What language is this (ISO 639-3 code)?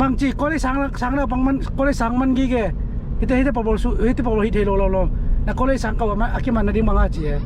ctd